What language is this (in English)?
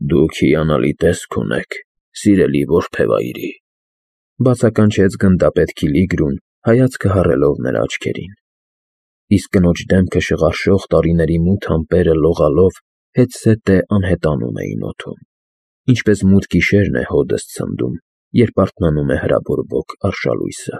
Armenian